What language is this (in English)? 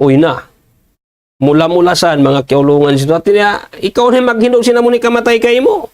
Tausug